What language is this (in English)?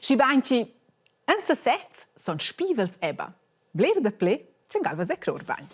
Romansh